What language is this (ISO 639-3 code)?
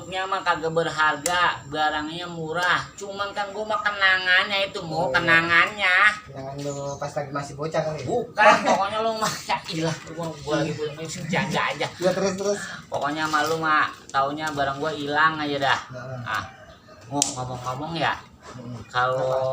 bew